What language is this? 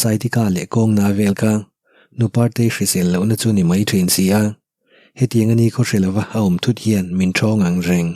Mizo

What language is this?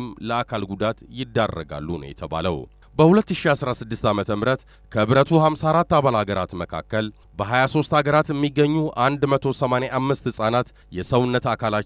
Amharic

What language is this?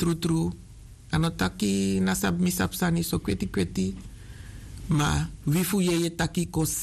Sranan Tongo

